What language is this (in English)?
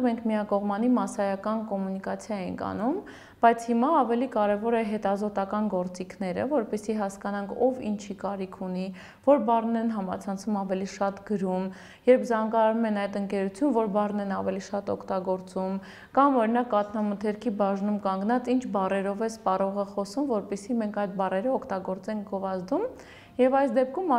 Armenian